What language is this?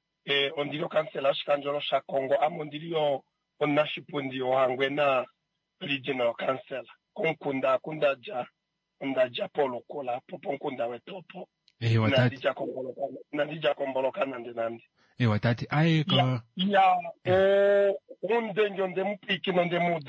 Kuanyama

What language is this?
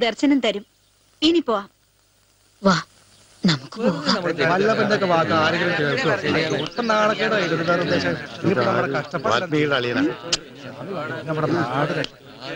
Malayalam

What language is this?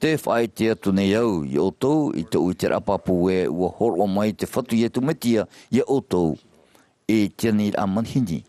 Tahitian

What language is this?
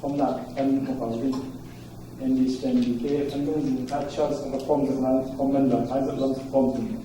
Falam Chin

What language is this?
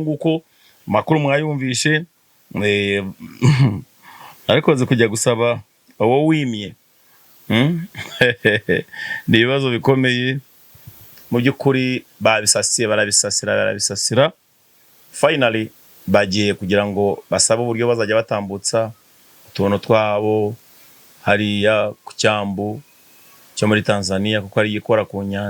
Kinyarwanda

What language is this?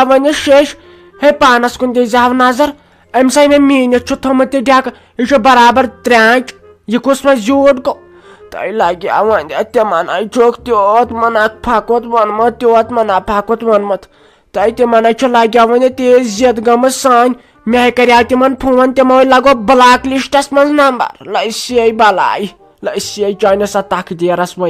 Kashmiri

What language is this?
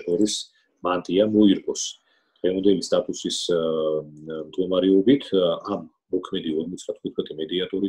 Georgian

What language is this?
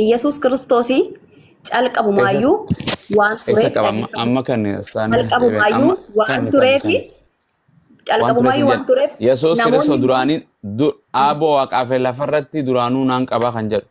Oromo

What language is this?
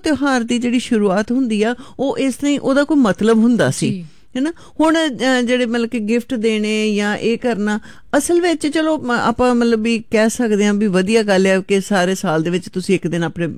Punjabi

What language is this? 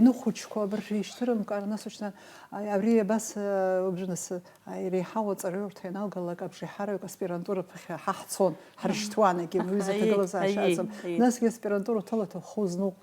Abkhazian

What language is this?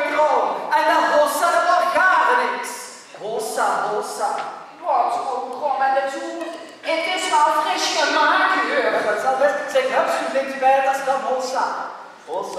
Limburgish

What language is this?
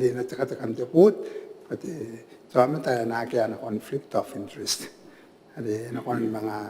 Gilbertese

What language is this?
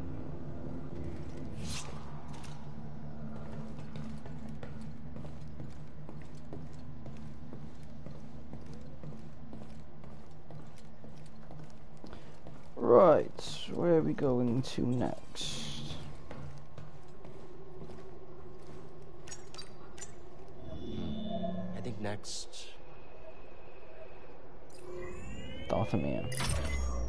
English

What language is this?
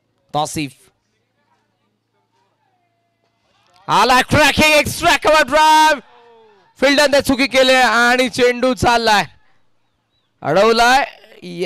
Marathi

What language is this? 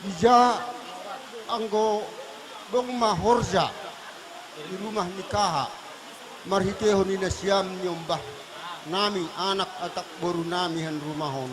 Batak Simalungun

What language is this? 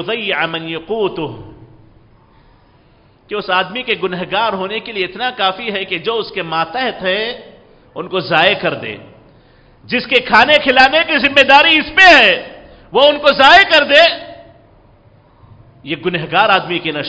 Urdu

